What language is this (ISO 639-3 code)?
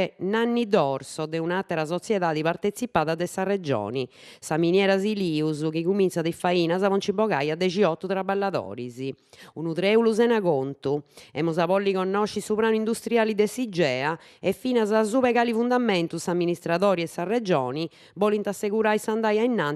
srd